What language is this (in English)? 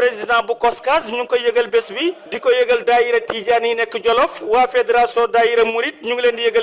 Wolof